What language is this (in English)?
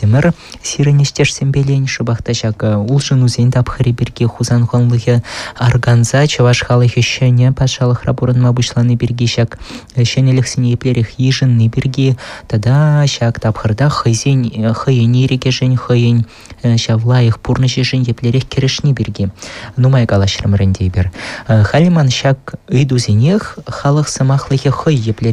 Chuvash